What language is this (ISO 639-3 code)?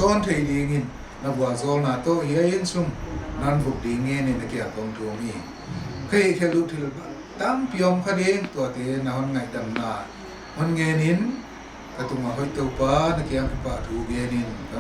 pck